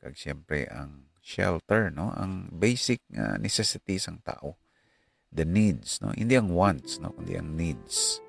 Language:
Hiligaynon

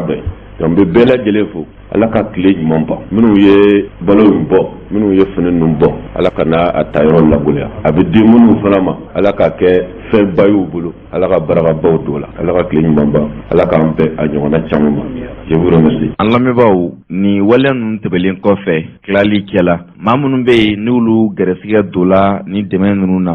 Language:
Bambara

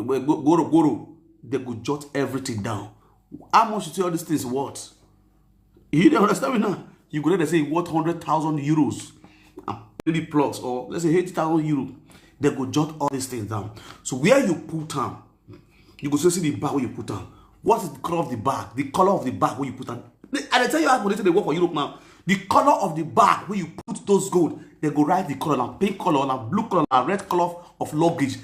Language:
Nigerian Pidgin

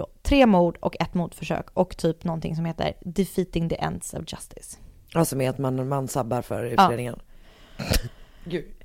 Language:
Swedish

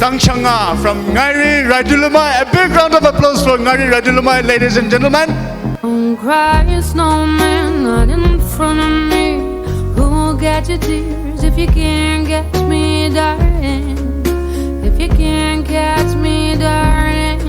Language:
Poumei Naga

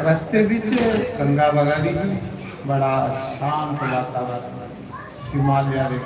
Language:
Dogri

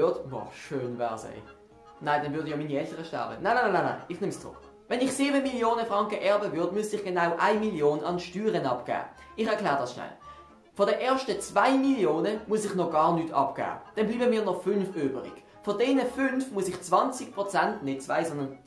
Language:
Swiss German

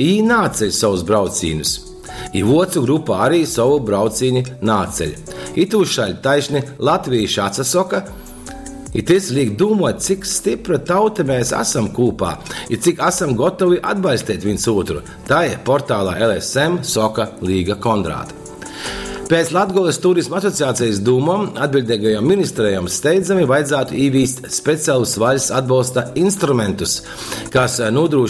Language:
Latgalian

